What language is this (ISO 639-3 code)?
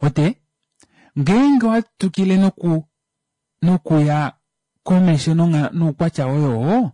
kua